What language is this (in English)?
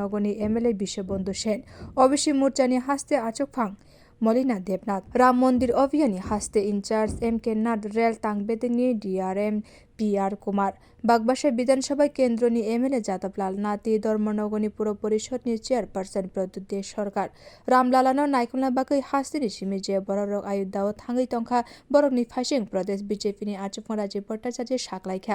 Kok Borok